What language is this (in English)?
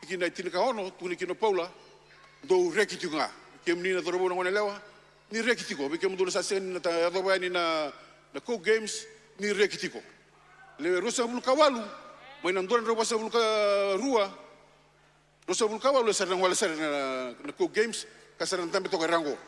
Fijian